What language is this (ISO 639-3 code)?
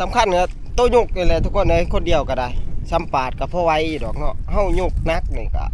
tts